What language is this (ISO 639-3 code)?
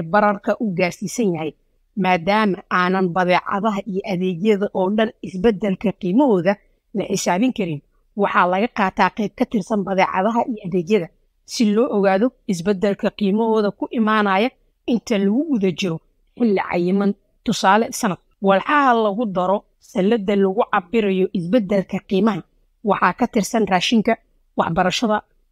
som